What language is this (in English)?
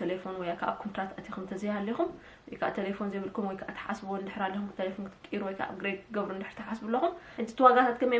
Tigrinya